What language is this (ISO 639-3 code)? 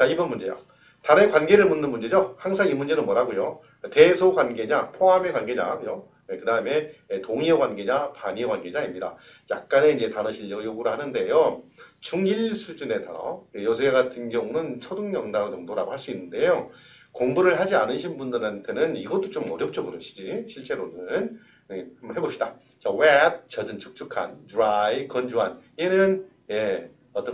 kor